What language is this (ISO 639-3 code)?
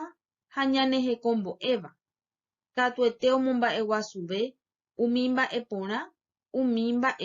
grn